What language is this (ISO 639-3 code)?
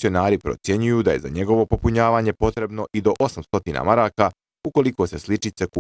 bos